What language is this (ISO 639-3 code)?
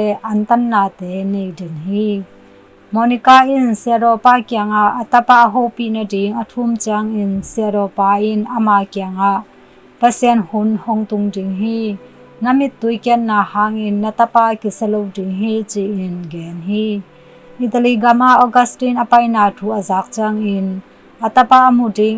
ctd